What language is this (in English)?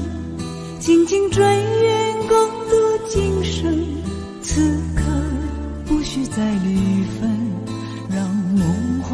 Chinese